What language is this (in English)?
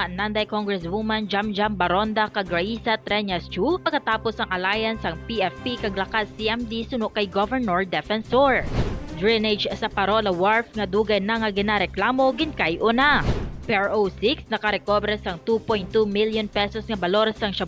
Hiligaynon